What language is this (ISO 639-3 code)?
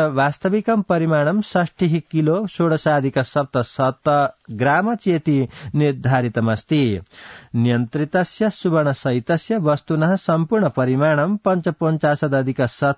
san